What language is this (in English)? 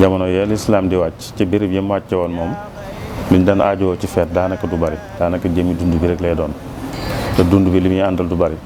Wolof